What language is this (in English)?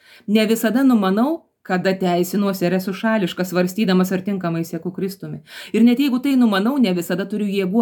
Lithuanian